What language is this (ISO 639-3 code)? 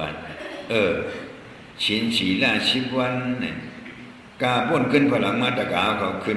shn